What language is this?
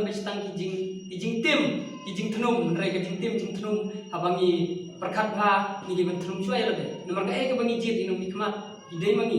Khasi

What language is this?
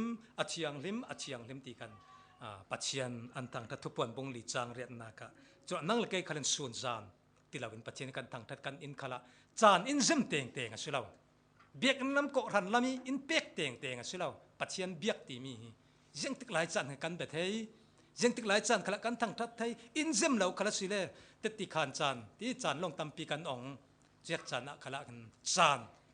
Falam Chin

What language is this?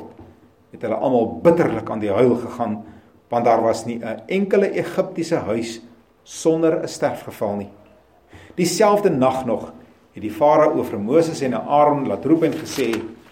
Afrikaans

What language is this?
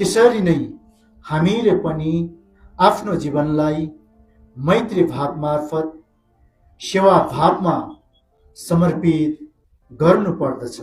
Nepali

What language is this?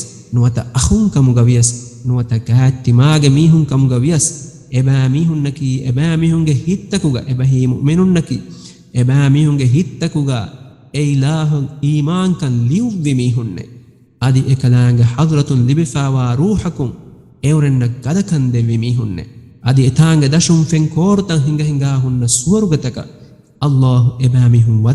Divehi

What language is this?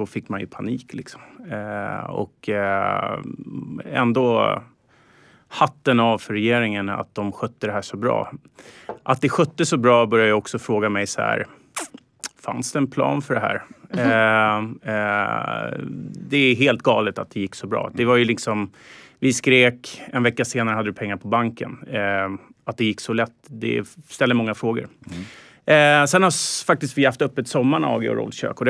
Swedish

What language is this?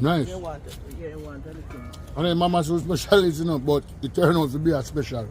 Jamaican Creole English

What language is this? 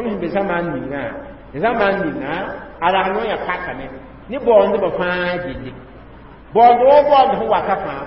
Mossi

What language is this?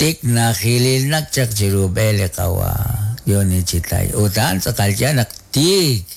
Kekchí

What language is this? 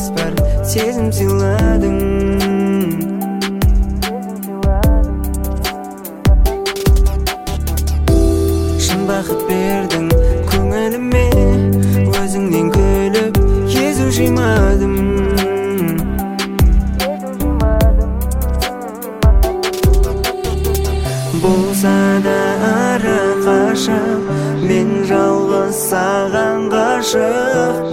Kazakh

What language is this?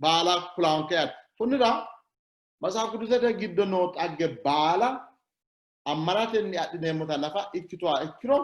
Sidamo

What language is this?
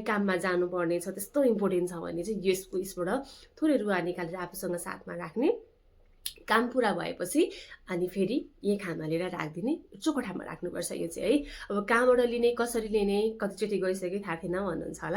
Nepali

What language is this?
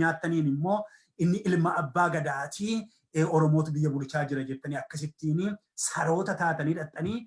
Oromo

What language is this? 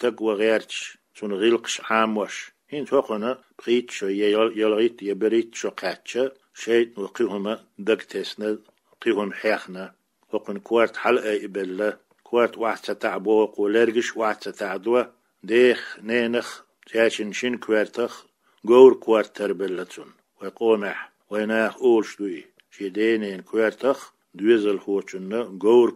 Chechen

